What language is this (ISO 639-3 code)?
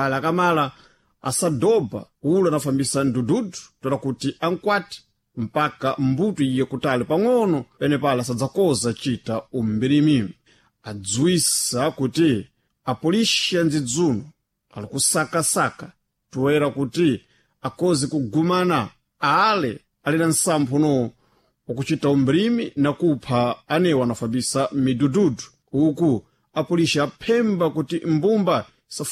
seh